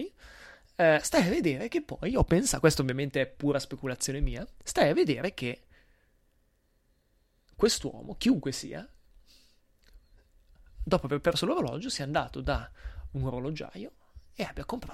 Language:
Italian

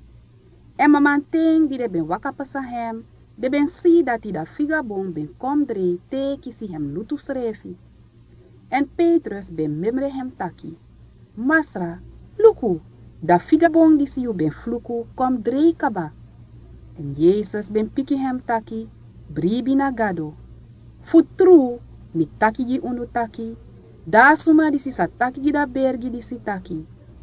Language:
Sranan Tongo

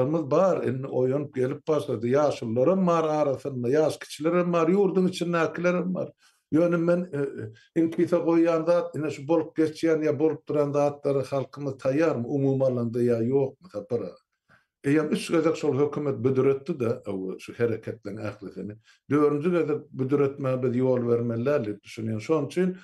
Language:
Turkmen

